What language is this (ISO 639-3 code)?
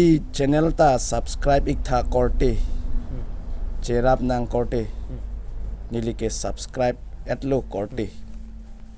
mjw